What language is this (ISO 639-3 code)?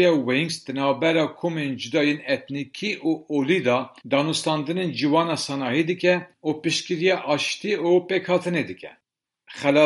kur